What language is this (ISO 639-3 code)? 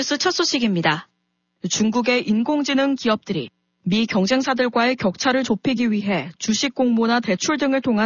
kor